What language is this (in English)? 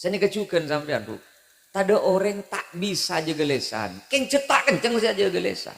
Madurese